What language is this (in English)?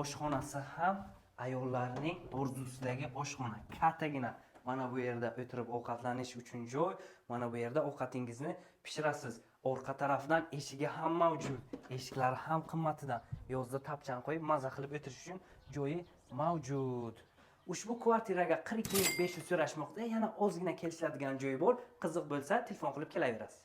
Uzbek